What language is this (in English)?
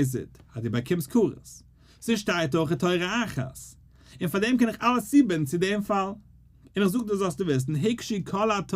Yiddish